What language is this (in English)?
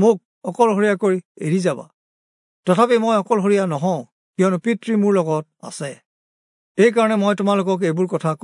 Assamese